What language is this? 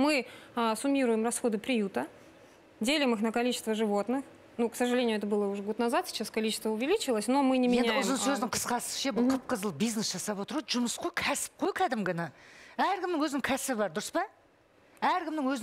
Kazakh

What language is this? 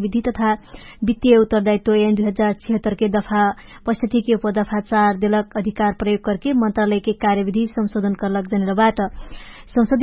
Dangaura Tharu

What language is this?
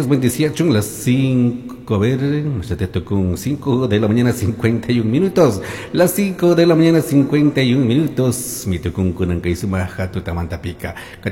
Chimborazo Highland Quichua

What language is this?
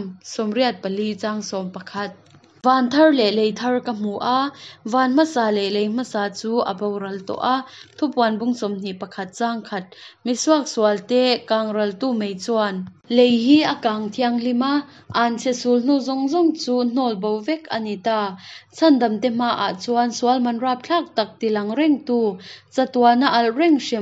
Hakha Chin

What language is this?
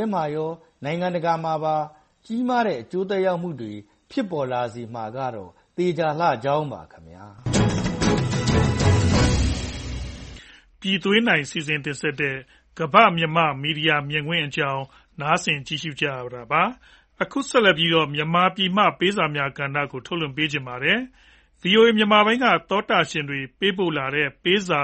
Burmese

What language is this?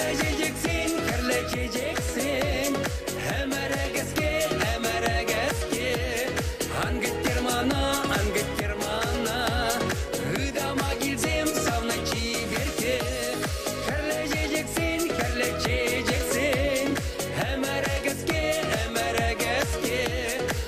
Chuvash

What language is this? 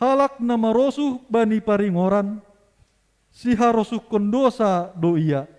Batak Simalungun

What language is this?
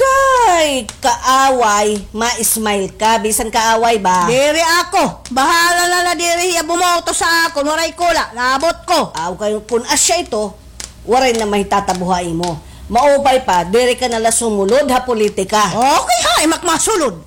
Waray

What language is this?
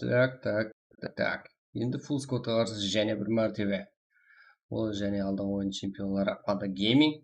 Kara-Kalpak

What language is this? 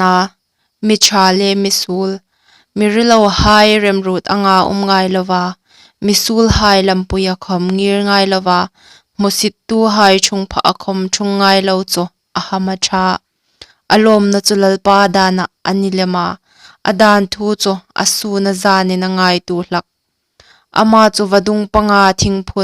Hmar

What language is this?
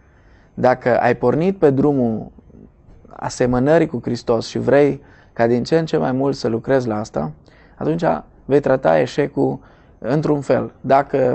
Romanian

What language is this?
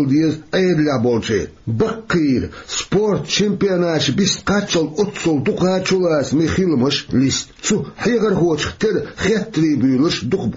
Chechen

